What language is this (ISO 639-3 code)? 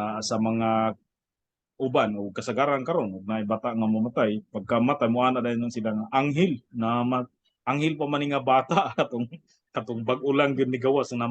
ceb